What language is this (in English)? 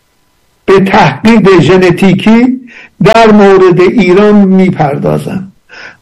Persian